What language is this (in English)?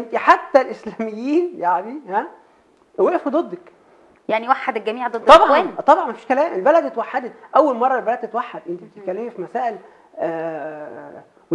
Egyptian Arabic